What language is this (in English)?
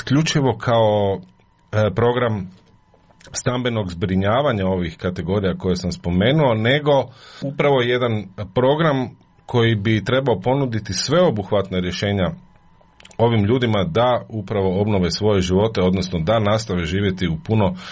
Croatian